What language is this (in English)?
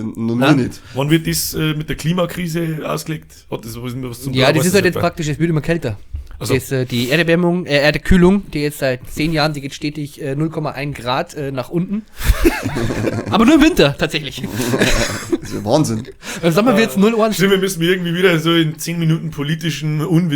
Bavarian